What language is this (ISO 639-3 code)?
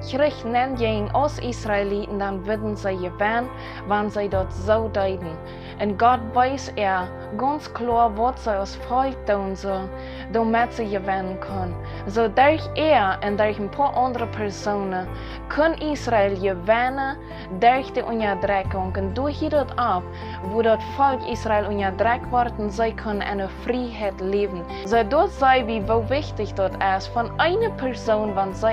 pdt